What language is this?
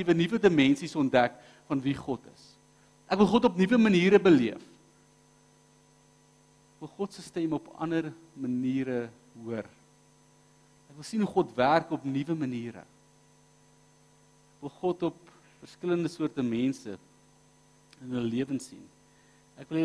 Afrikaans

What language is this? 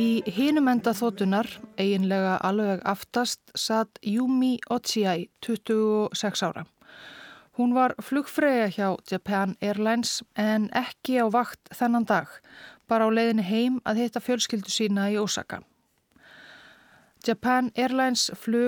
Icelandic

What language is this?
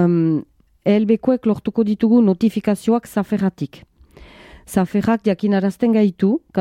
Basque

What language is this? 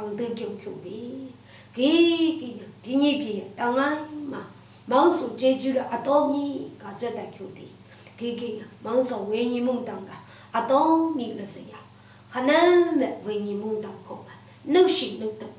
Lashi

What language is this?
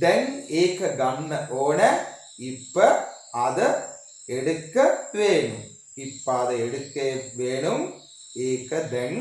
Sinhala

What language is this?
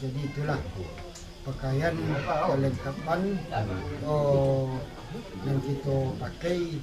Minangkabau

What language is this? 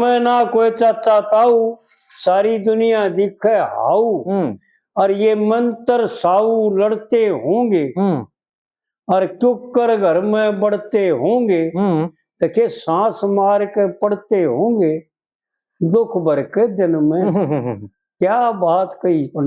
Haryanvi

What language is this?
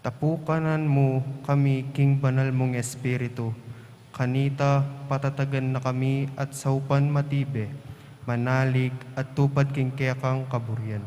Pampanga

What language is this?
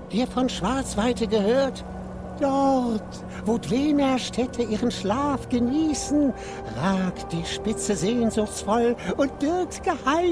Swiss German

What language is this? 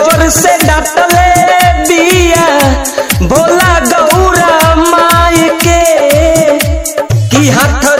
Bhojpuri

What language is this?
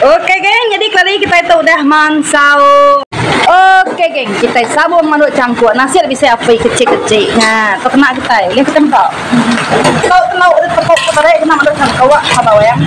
Iban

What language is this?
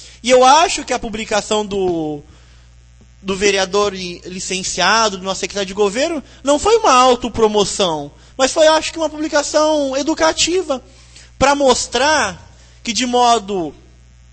Portuguese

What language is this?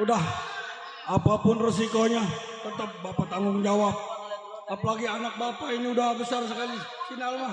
Betawi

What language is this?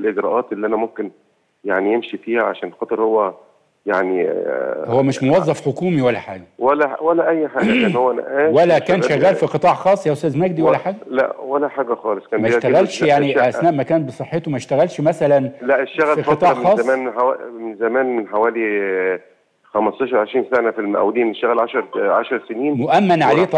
Egyptian Arabic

